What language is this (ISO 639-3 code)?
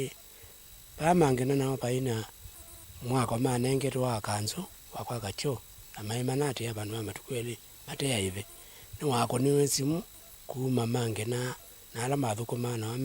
kam